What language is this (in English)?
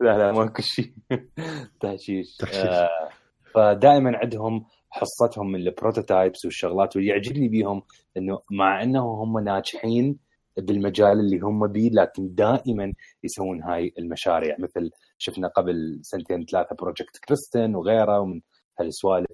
Mesopotamian Arabic